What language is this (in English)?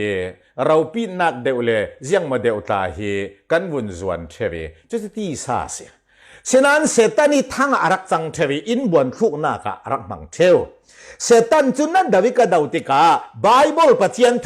Falam Chin